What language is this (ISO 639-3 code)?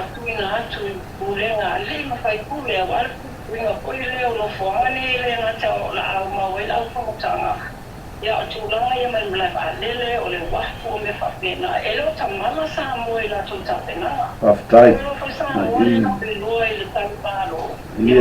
smo